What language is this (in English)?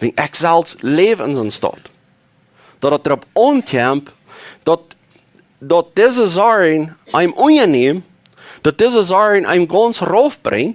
Plautdietsch